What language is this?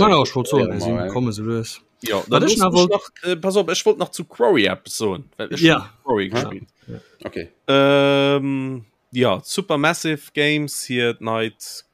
Luxembourgish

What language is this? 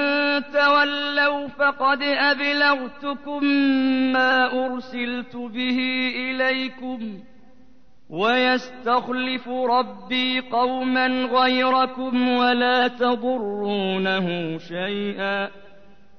Arabic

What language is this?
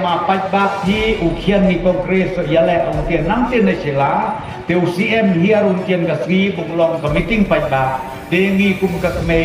Khasi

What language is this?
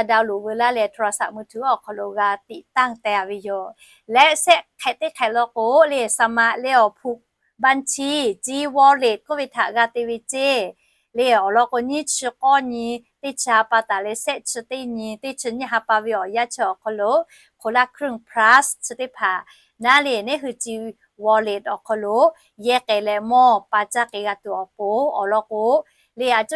Lahu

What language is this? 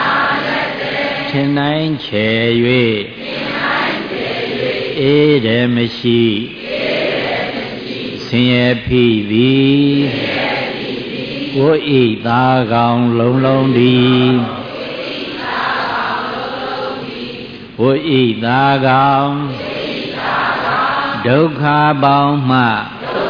Burmese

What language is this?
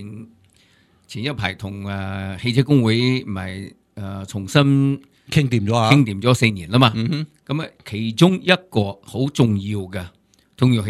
Cantonese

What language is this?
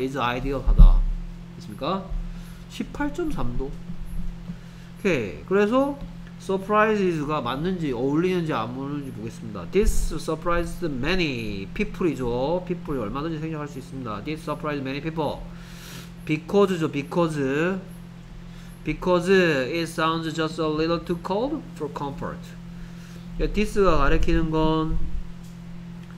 Korean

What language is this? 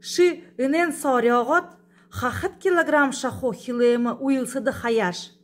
Buriat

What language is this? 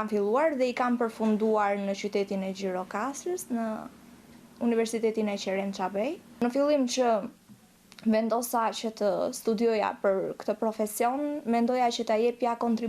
Albanian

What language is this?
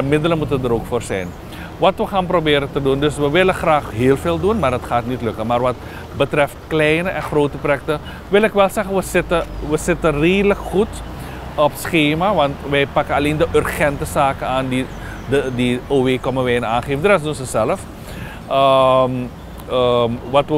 Dutch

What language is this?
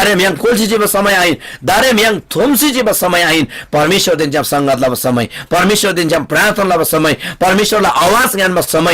Eastern Tamang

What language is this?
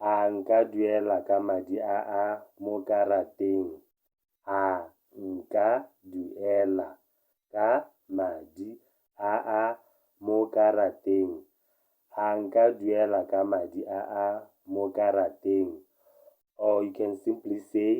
Tswana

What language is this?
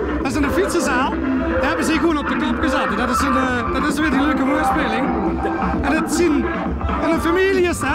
Limburgish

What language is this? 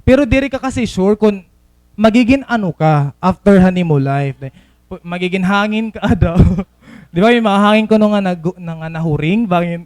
Waray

